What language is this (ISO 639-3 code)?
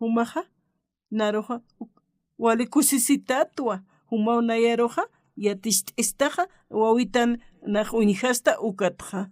aym